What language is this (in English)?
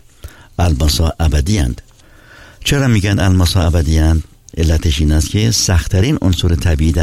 Persian